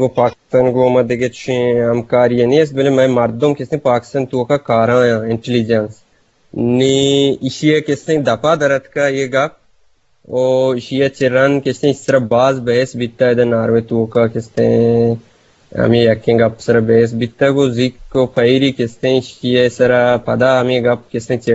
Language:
Eastern Balochi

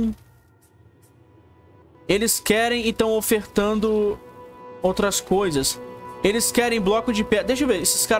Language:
Portuguese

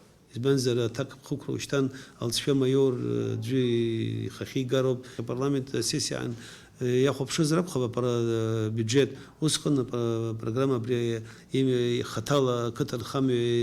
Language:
Abkhazian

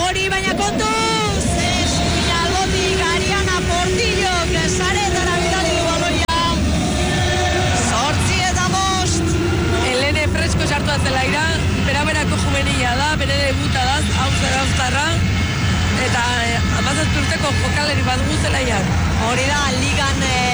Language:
Basque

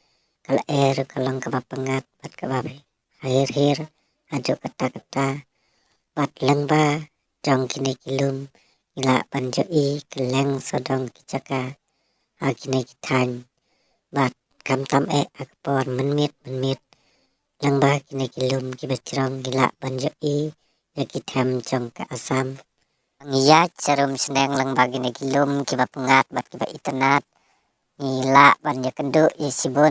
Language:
Khasi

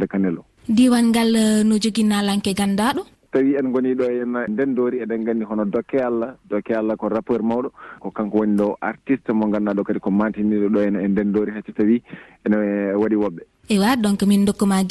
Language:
Fula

